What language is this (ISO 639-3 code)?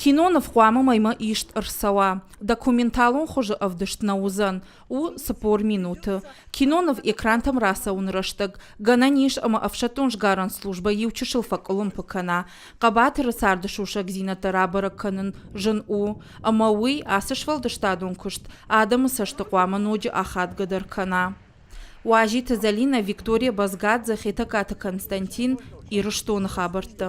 oss